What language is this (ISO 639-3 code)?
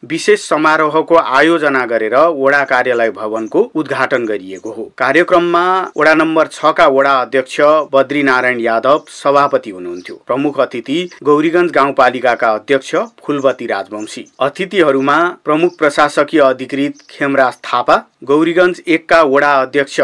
nep